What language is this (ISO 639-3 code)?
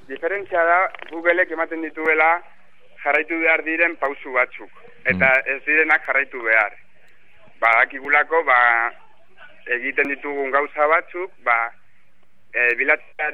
eus